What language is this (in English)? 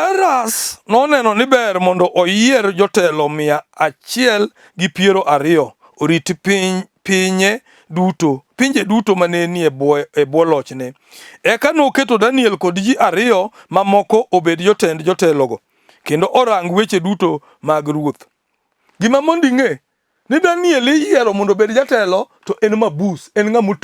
Luo (Kenya and Tanzania)